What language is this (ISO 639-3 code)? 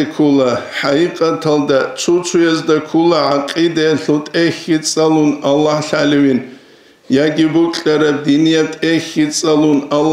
ava